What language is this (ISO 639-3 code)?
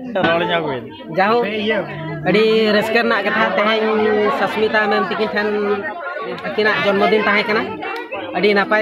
sat